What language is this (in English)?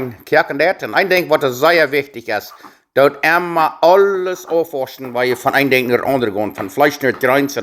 Plautdietsch